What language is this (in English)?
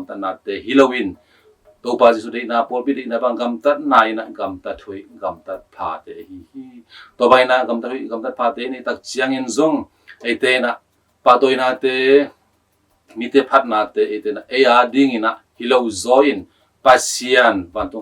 Tedim Chin